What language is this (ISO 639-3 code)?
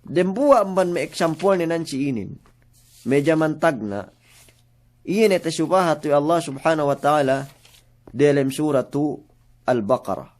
yka